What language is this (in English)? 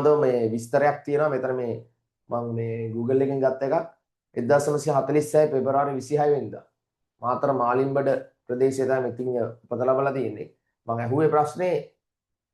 Sinhala